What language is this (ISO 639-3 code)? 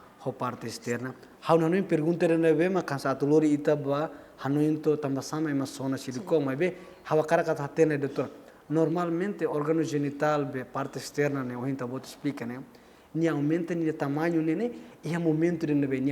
tet